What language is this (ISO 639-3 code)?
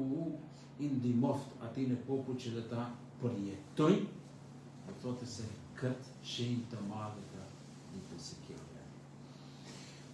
sqi